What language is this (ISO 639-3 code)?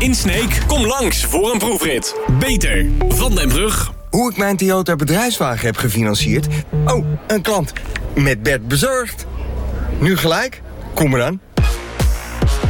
nld